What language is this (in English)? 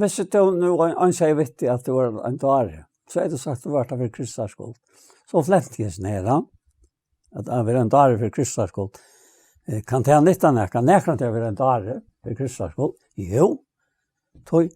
Faroese